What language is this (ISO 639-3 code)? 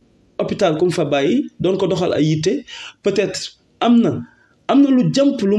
wol